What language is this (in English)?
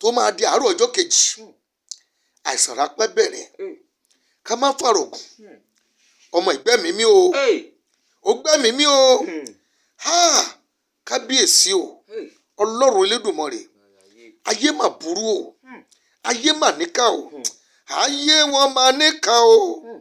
Yoruba